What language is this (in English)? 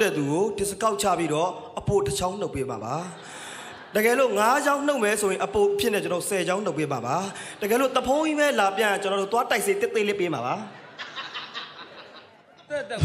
Burmese